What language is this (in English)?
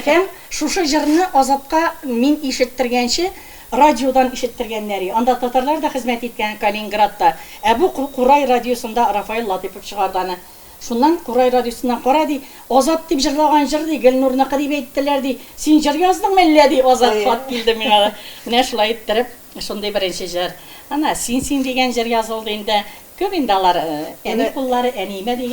Tatar